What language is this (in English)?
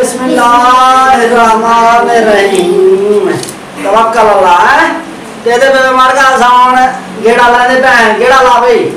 Saraiki